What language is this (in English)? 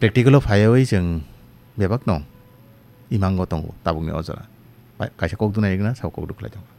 Kok Borok